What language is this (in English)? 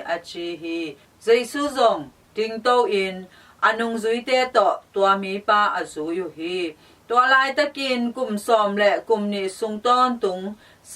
Tedim Chin